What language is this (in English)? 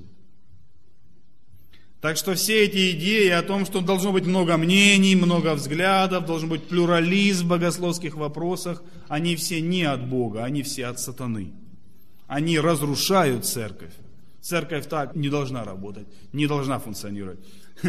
Russian